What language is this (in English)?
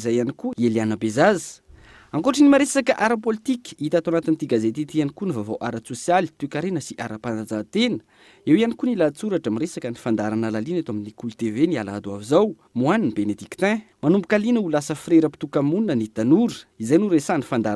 Malagasy